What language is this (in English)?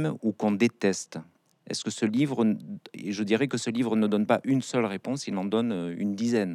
French